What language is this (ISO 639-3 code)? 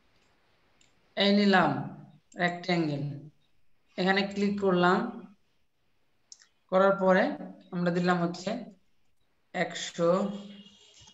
ben